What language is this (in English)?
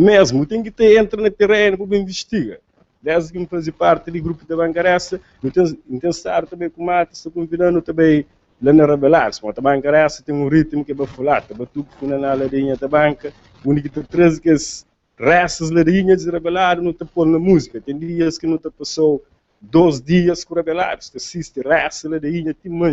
Kabuverdianu